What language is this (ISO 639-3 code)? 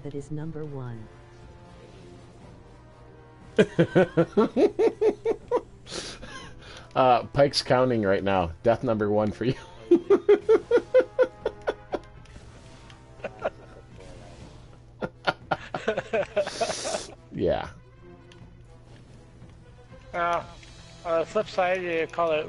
eng